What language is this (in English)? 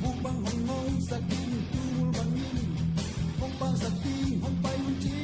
Tedim Chin